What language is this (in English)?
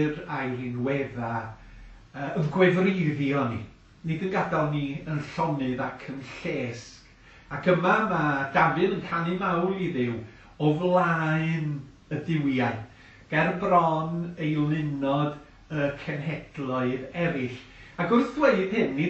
Welsh